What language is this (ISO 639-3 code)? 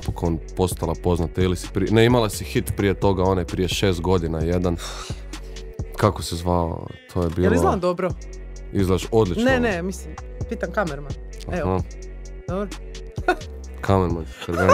hrv